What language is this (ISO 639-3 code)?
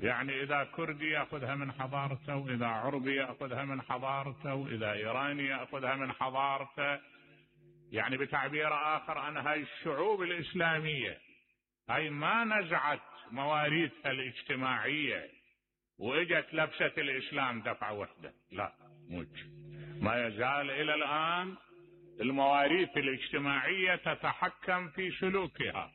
acm